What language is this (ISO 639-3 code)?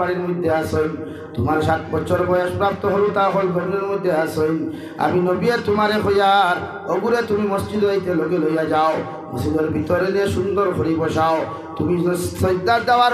syl